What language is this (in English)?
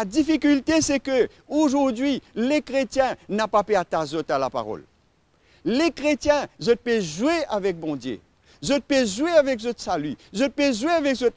Morisyen